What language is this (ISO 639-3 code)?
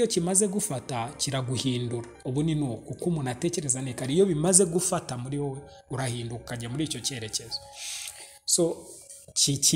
kin